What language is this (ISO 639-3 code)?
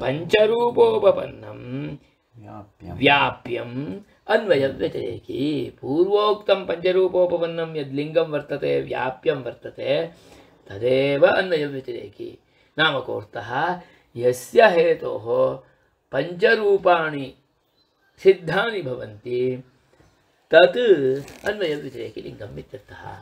san